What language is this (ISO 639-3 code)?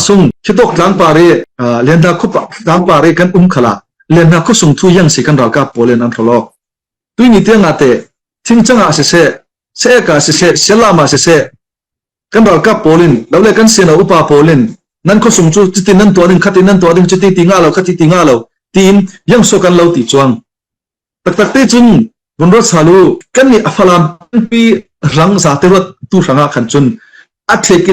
cfm